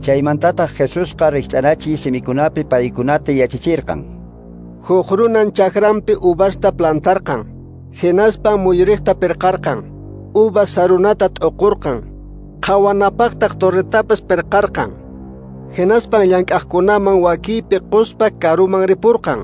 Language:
Quechua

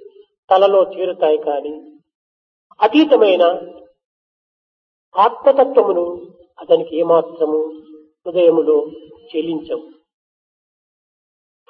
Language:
Telugu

